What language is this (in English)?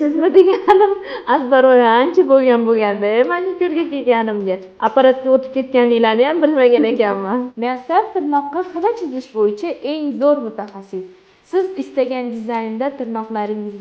Uzbek